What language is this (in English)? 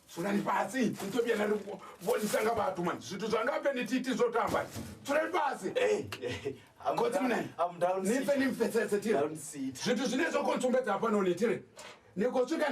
Venda